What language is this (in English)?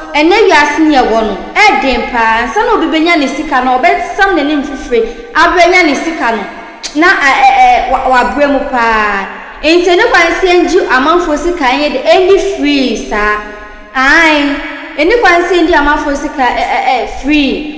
Akan